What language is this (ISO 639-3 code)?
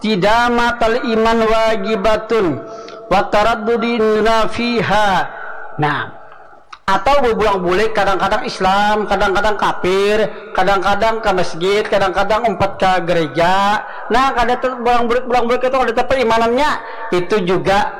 bjn